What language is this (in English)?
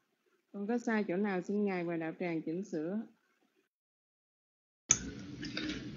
Vietnamese